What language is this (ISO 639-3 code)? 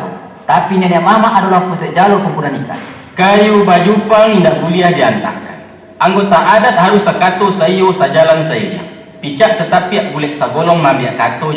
min